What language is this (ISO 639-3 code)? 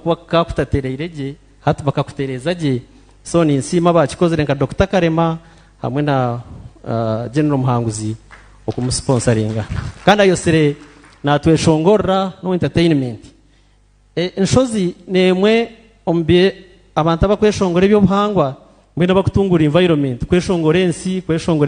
nyn